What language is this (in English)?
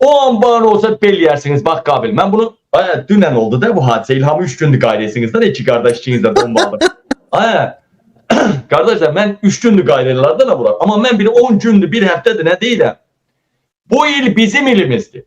Azerbaijani